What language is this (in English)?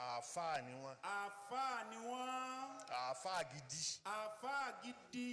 Yoruba